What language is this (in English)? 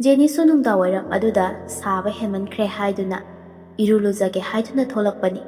Manipuri